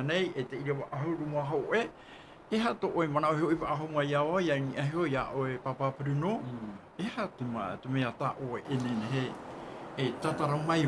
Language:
Tahitian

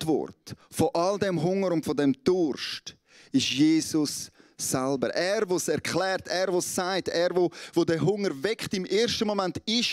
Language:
Swiss German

